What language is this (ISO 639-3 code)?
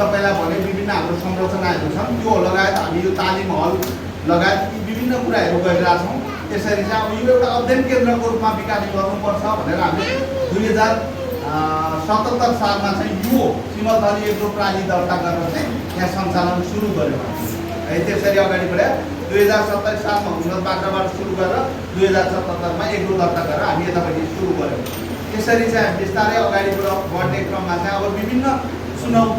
nep